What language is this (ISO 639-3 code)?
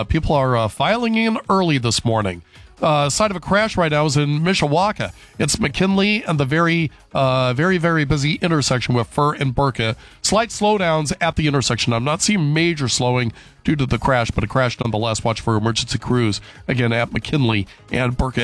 eng